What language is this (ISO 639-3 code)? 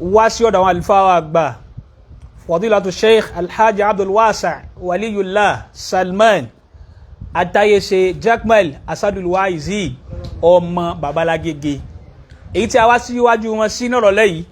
yor